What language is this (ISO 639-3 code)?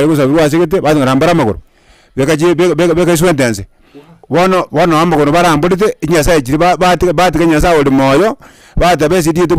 guz